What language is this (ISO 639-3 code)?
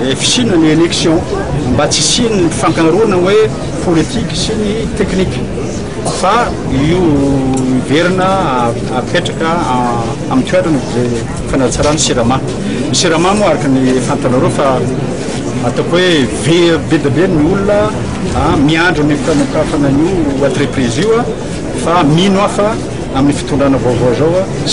mlg